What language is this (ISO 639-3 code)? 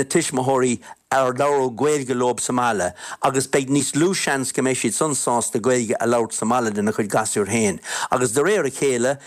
gle